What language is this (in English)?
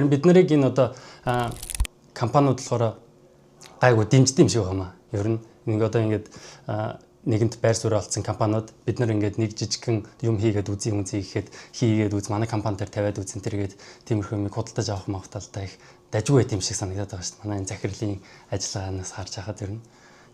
Mongolian